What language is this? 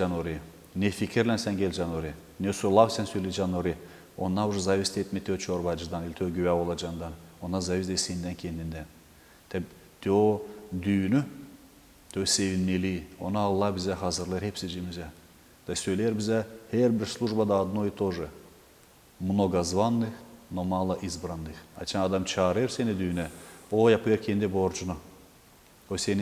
Gagauz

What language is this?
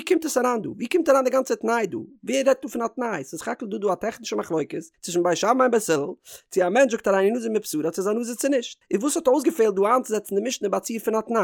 Yiddish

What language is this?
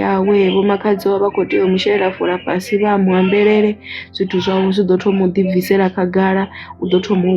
Venda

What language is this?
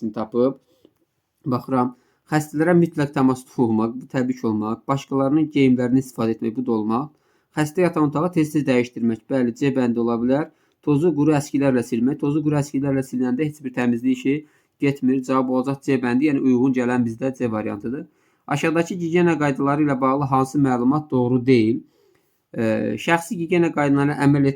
Azerbaijani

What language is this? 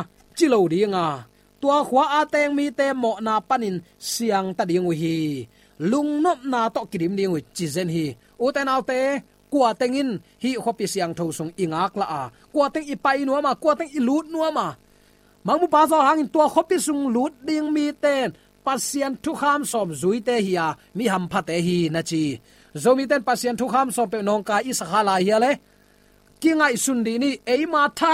Tedim Chin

